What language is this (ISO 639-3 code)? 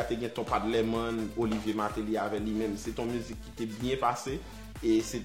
hat